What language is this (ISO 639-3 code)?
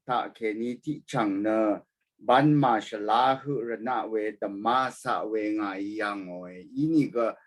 raw